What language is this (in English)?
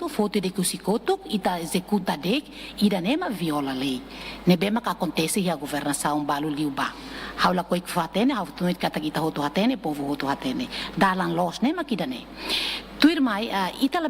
Tetum